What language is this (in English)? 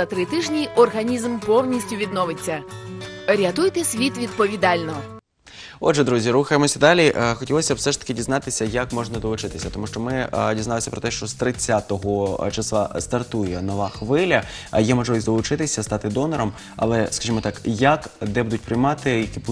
Ukrainian